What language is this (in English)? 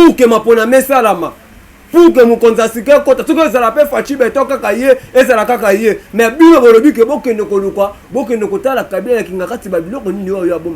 Lingala